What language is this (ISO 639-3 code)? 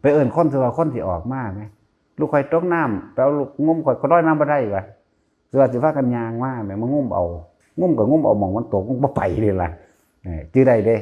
tts